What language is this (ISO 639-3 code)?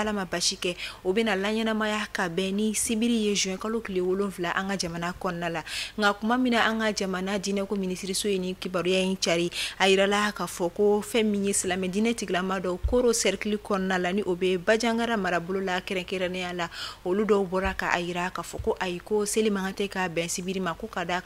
bam